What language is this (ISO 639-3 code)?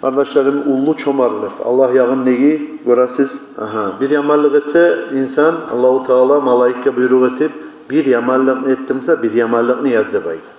kum